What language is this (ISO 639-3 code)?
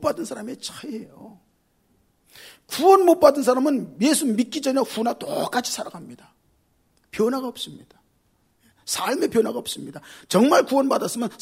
kor